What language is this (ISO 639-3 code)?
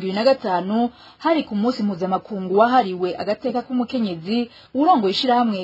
run